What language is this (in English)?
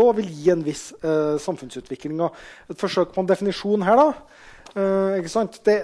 Norwegian